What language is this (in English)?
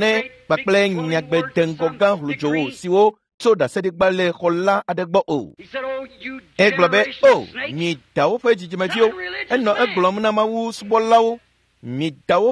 Ewe